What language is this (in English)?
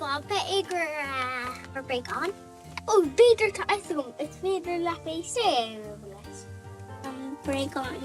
Irish